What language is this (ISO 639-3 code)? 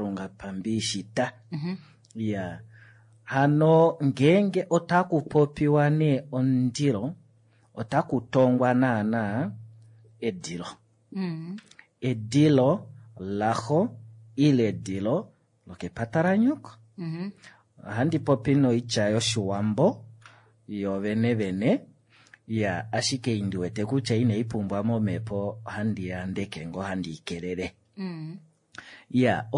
kua